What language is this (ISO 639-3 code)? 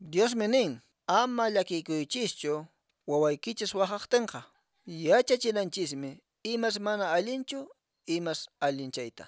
que